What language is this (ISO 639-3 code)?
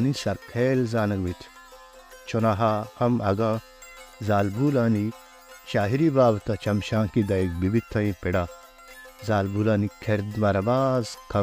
bal